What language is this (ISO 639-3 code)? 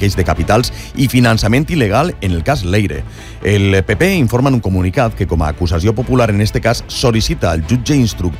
cat